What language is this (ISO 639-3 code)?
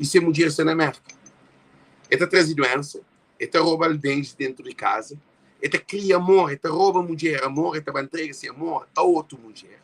kea